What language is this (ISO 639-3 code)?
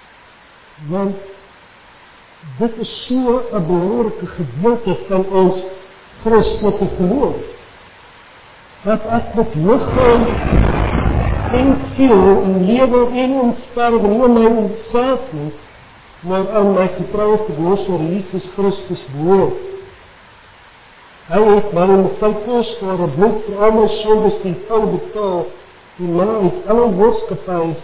afr